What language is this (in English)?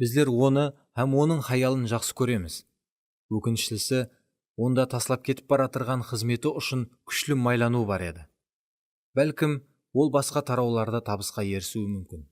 Kara-Kalpak